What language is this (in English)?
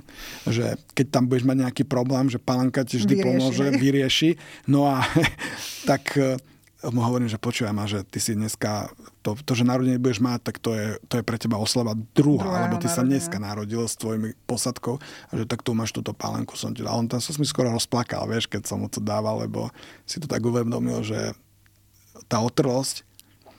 Slovak